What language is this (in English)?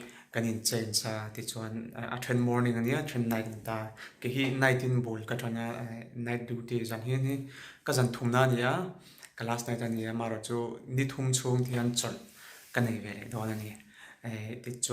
Mizo